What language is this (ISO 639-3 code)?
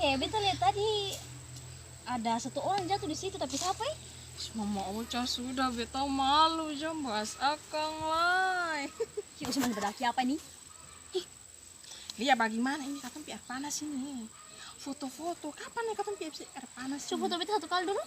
abs